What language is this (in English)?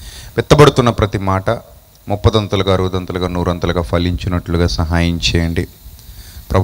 Telugu